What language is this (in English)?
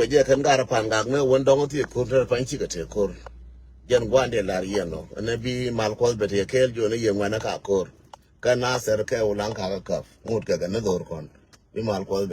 Nuer